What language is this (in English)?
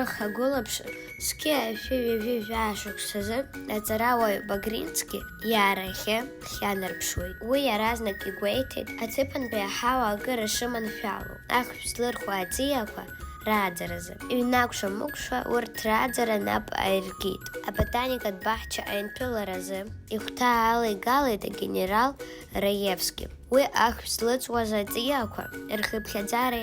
Abkhazian